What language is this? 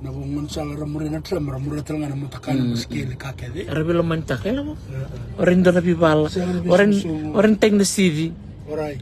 Fijian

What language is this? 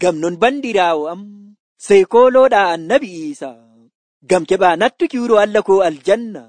Nigerian Fulfulde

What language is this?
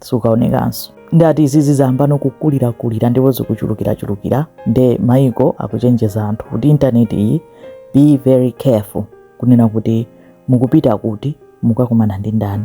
Nyanja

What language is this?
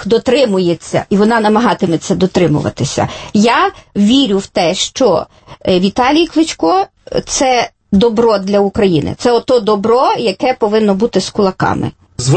Ukrainian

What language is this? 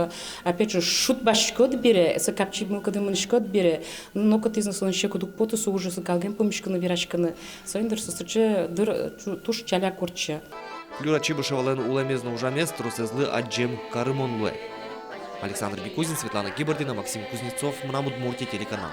Udmurt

